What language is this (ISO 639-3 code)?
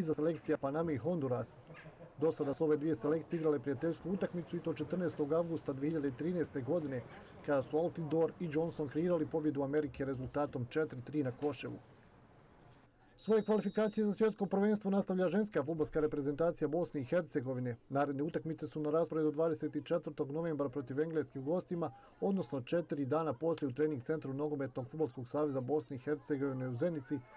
bos